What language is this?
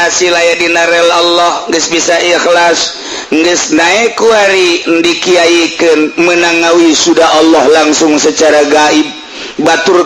Sundanese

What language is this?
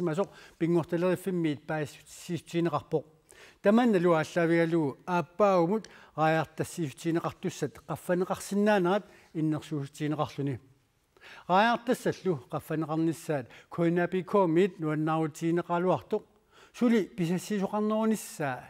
Kalaallisut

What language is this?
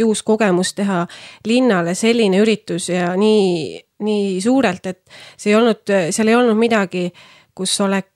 Estonian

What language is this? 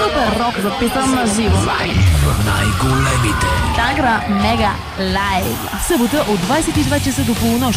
Bulgarian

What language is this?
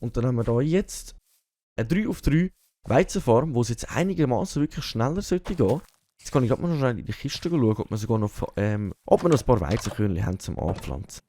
Swiss German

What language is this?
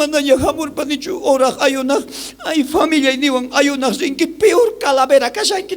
South Bolivian Quechua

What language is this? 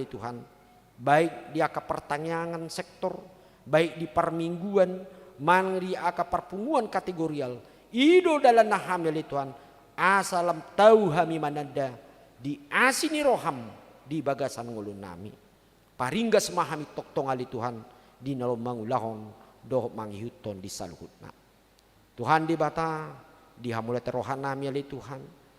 Batak Toba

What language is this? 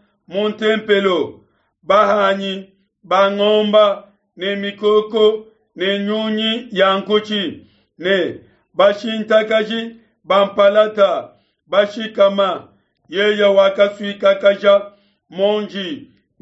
Luba-Lulua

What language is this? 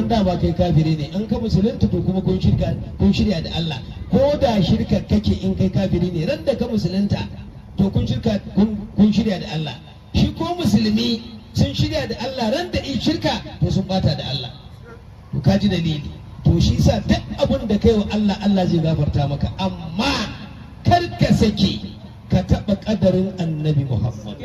Hausa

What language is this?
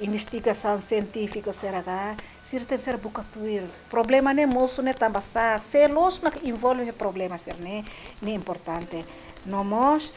Tetum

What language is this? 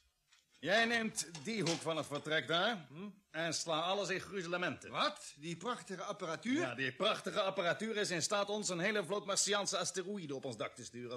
Dutch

